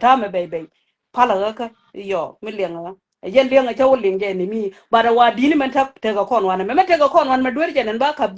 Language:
Nuer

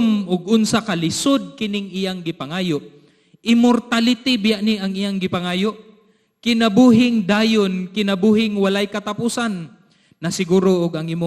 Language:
Cebuano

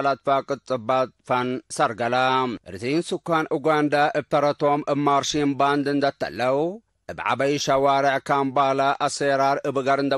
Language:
Tigre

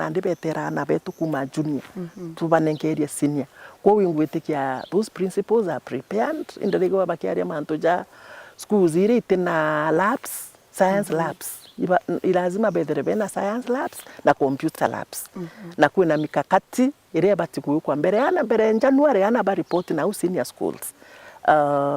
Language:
Meru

